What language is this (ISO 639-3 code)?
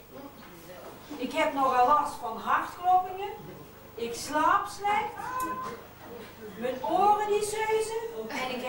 nld